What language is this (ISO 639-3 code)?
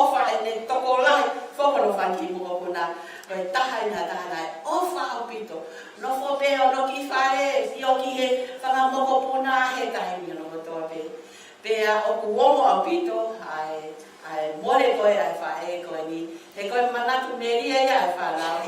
ton